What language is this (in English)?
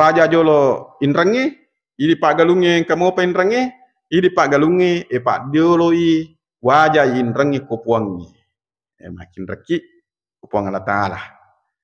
Buginese